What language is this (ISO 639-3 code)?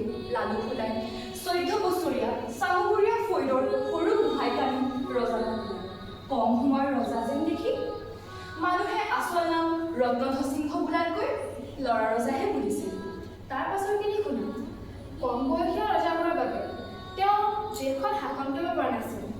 asm